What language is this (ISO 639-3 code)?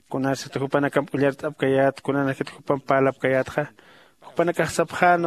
aym